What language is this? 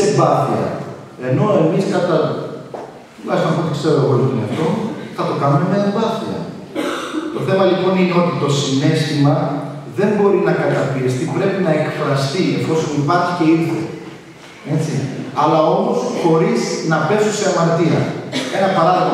Greek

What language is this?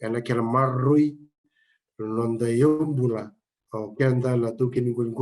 Fijian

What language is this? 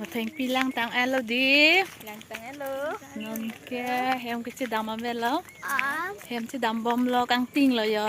Karbi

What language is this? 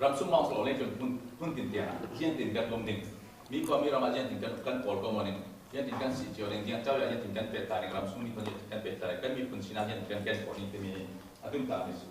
Falam Chin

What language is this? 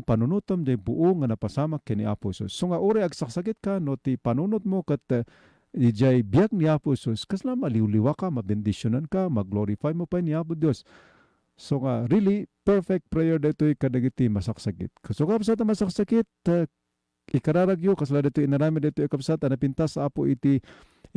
Iloko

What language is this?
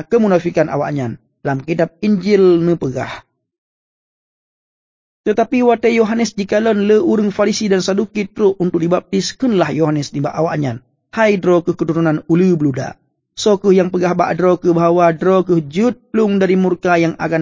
Achinese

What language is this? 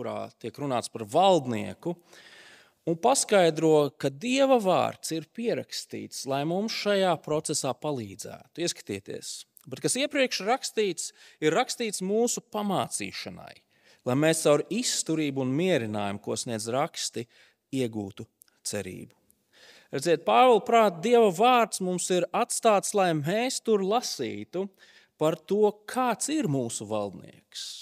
Latvian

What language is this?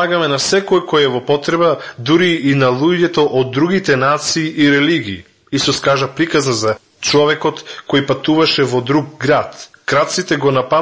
Macedonian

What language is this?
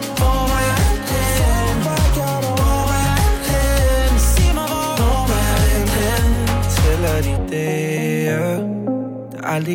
Danish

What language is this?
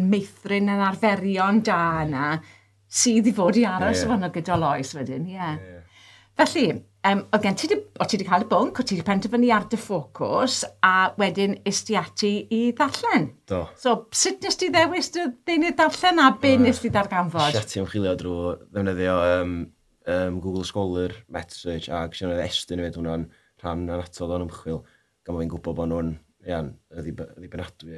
Welsh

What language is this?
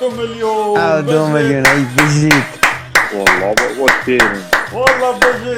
Kurdish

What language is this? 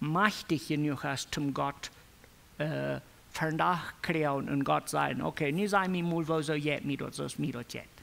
Plautdietsch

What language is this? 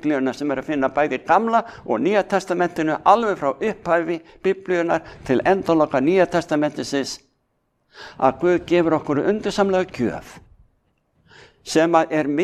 Icelandic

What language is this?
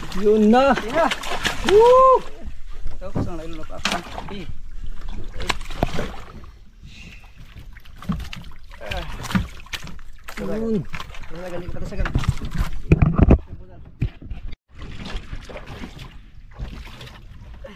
Filipino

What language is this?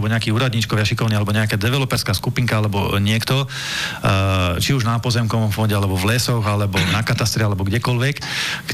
Slovak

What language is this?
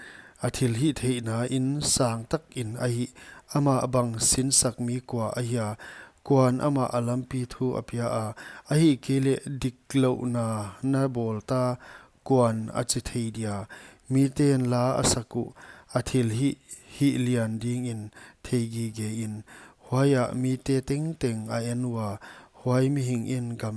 Paite Chin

